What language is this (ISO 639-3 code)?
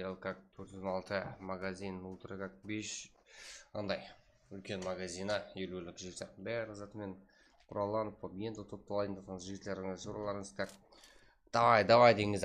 kaa